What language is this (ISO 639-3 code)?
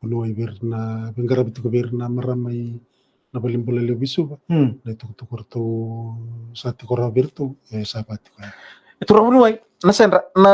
fij